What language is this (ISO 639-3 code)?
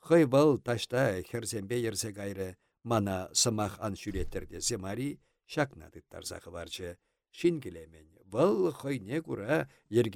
chv